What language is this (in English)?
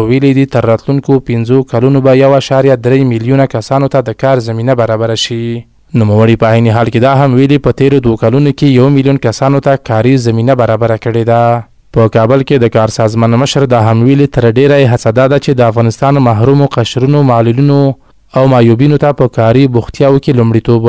Pashto